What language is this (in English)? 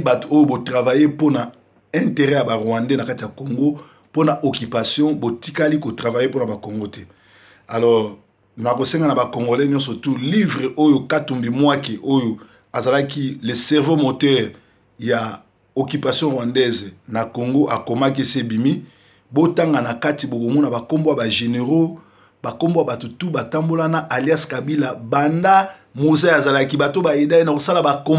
Lingala